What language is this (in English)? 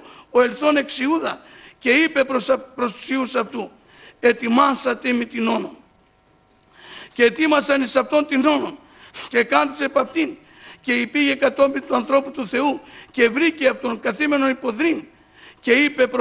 Greek